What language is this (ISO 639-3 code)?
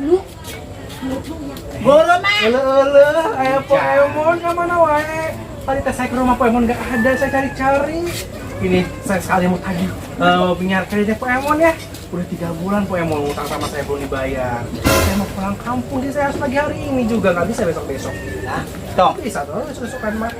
bew